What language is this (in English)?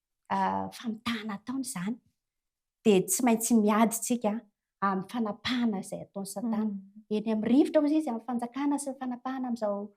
Malagasy